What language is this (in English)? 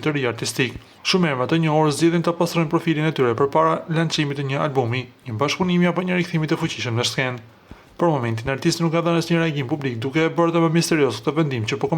Albanian